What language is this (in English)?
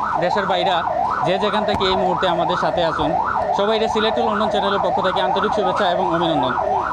Sylheti